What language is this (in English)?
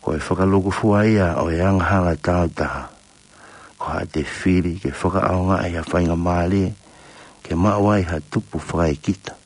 Tongan